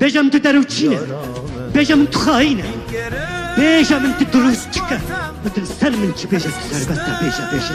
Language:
Kurdish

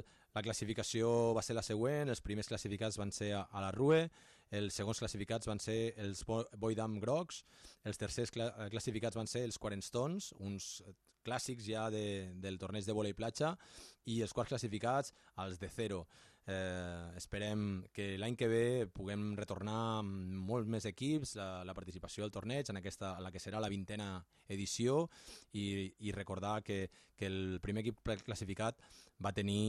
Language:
Catalan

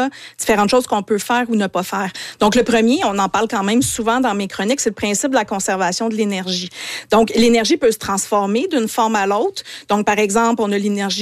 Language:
French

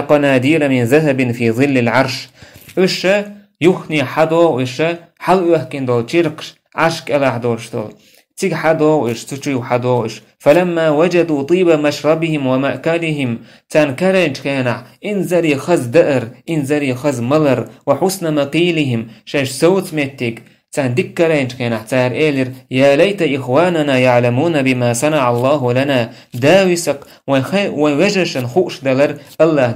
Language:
Chechen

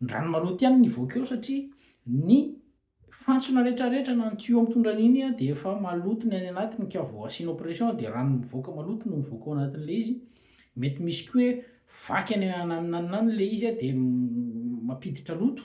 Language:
Malagasy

